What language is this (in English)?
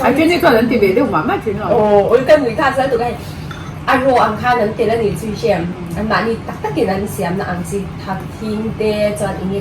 Mizo